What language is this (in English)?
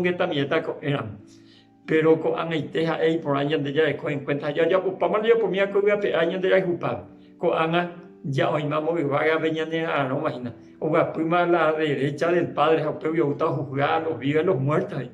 Guarani